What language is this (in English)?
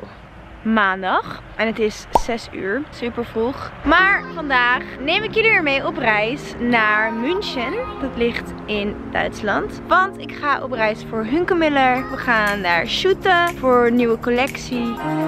Dutch